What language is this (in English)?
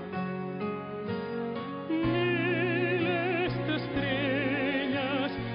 Catalan